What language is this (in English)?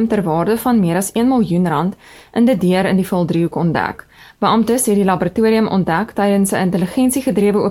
Afrikaans